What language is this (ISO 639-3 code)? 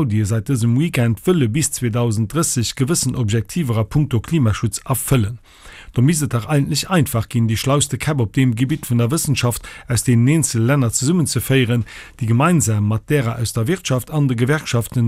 ltz